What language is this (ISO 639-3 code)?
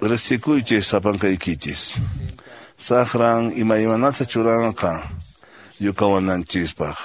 que